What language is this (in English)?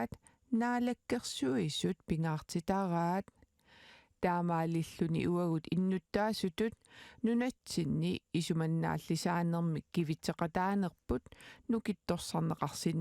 Kalaallisut